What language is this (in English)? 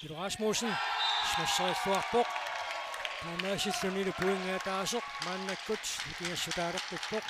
Kalaallisut